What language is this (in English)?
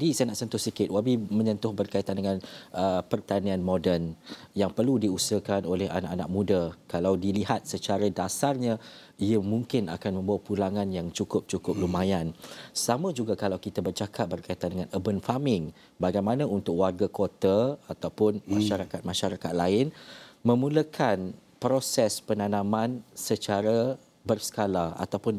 Malay